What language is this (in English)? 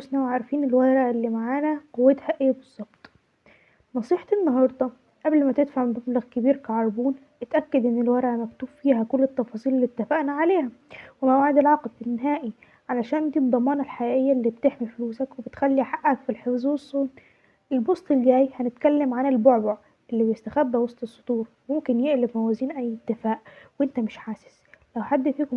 Egyptian Arabic